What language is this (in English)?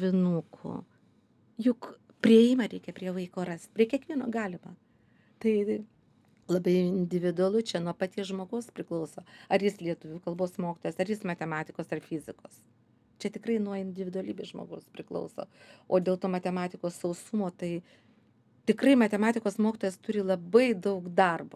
Lithuanian